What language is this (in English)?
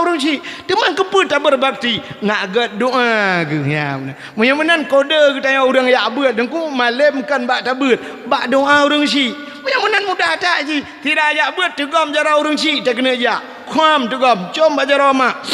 Achinese